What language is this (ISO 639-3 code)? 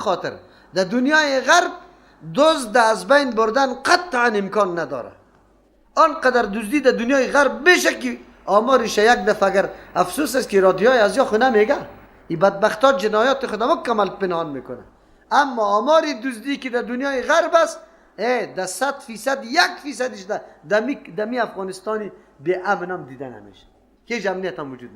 fas